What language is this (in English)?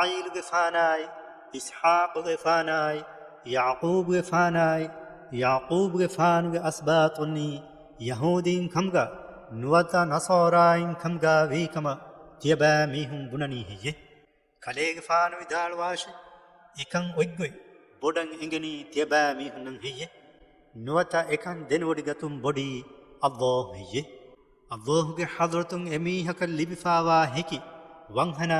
Divehi